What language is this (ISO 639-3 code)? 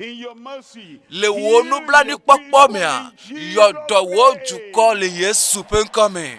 ewe